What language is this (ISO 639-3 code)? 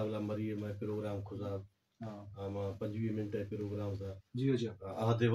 bgp